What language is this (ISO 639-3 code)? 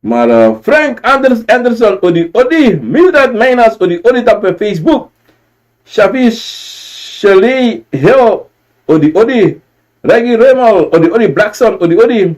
srn